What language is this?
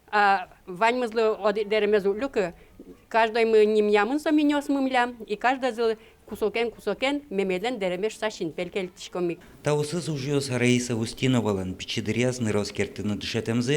Udmurt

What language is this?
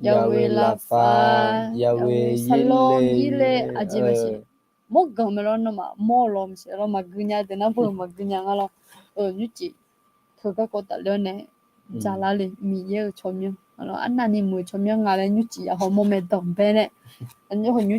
Akha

